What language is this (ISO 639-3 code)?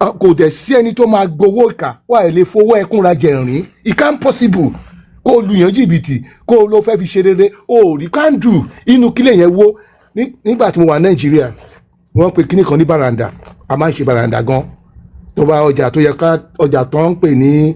yor